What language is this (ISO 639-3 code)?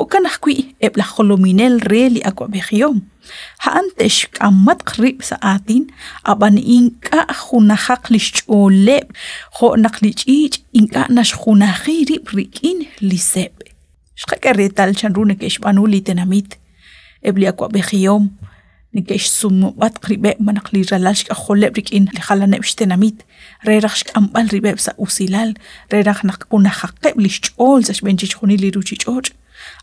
kek